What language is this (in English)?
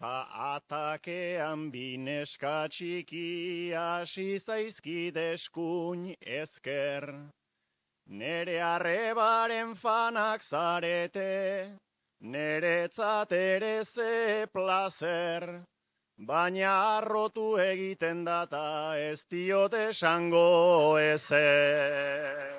Basque